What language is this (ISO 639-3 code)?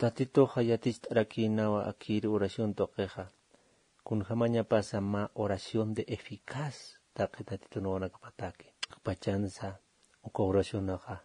aym